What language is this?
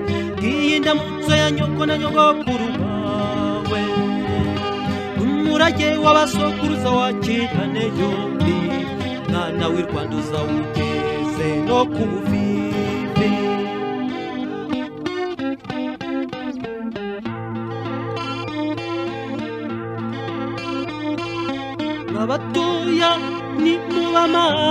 Kinyarwanda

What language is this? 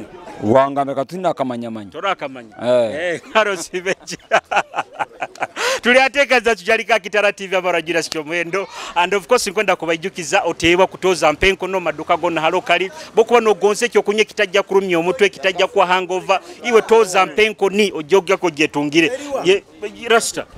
Nyoro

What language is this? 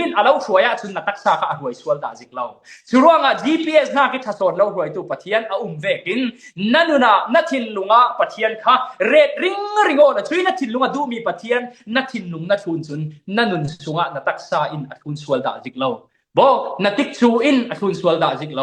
Falam Chin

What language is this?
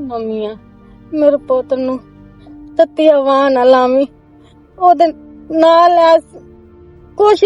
Western Panjabi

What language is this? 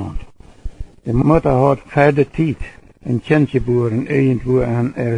Plautdietsch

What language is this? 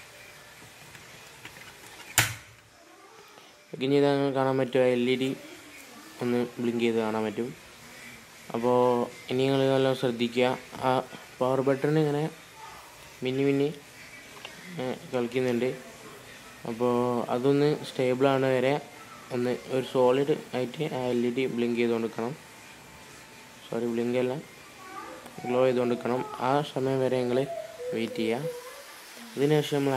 Malayalam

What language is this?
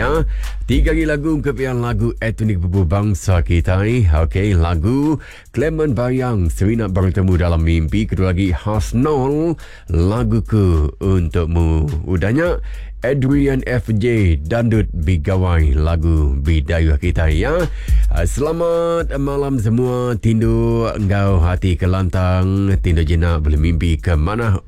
Iban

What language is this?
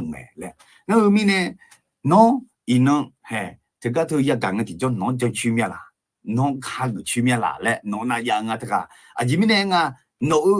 Akha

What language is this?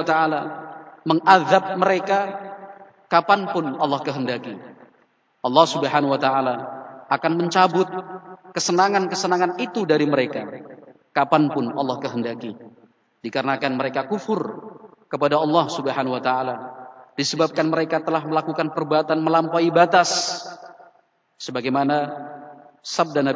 Indonesian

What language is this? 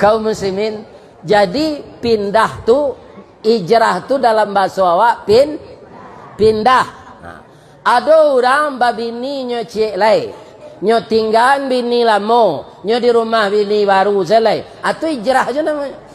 Minangkabau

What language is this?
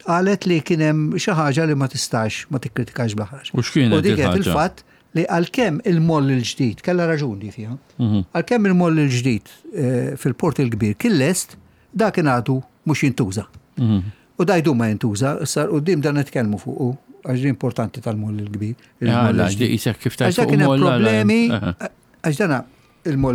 Maltese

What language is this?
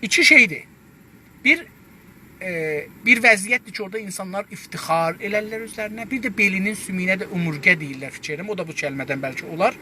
South Azerbaijani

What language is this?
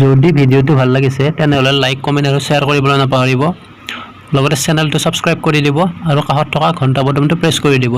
Assamese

